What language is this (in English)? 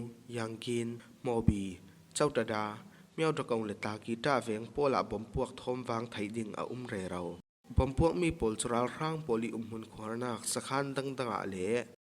Falam Chin